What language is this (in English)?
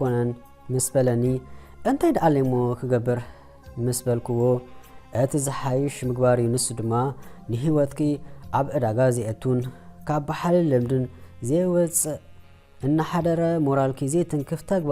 Tigrinya